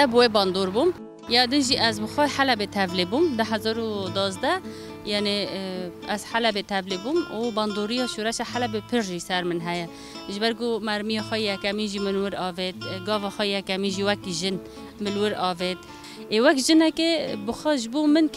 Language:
Kurdish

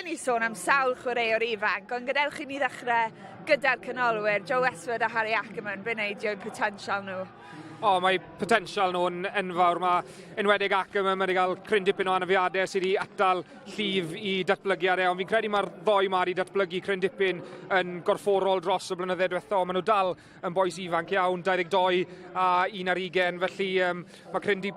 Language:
Welsh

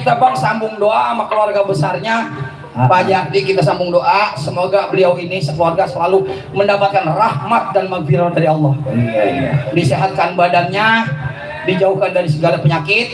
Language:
Betawi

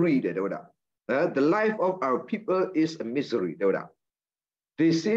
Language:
S'gaw Karen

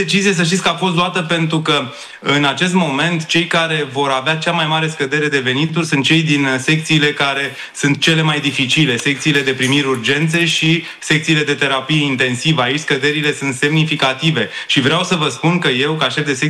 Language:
Romanian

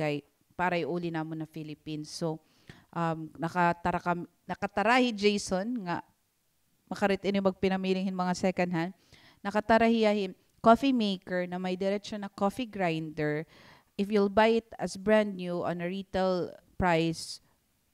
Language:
Waray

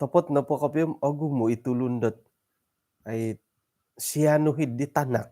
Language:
Central Dusun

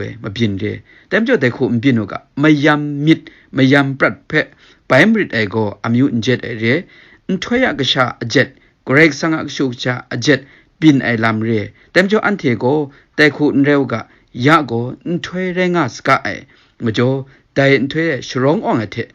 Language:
Kachin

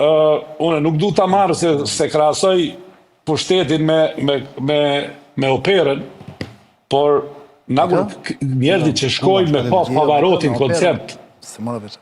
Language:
Albanian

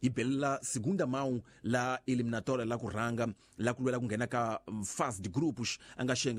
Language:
Tsonga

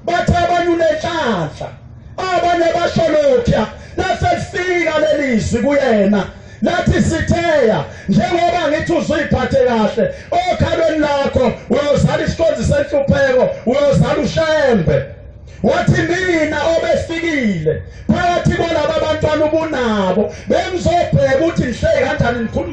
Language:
Zulu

